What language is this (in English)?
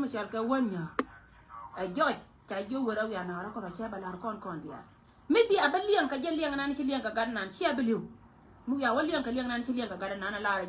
Nuer